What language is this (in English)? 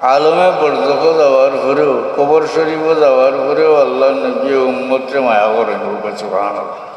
Sylheti